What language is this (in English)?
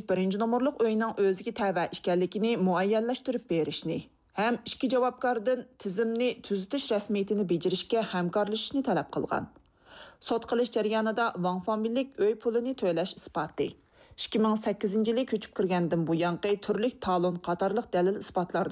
Uyghur